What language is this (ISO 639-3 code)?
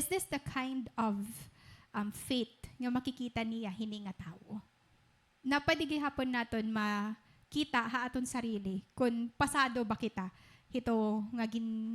war